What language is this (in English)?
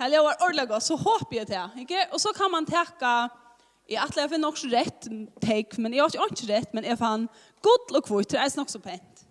Faroese